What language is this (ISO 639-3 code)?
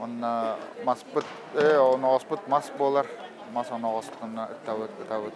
sah